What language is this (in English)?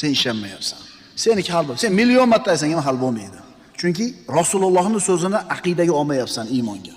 Uzbek